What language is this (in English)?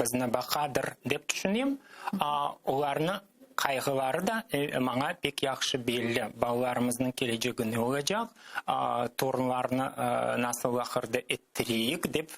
Crimean Tatar